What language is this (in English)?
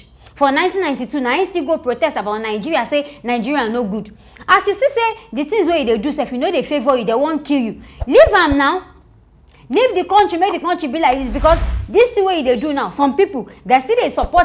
Nigerian Pidgin